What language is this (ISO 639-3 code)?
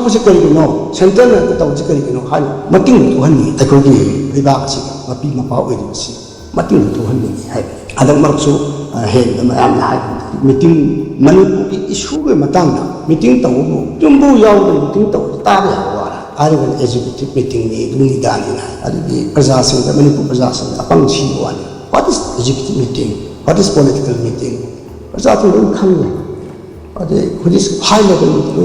mni